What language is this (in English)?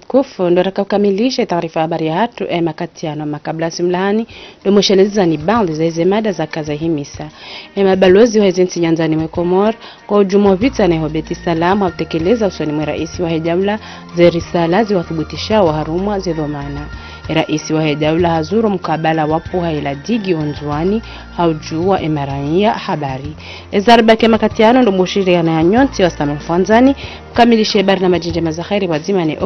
Ngazidja Comorian